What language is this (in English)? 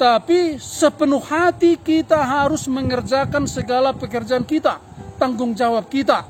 Batak Simalungun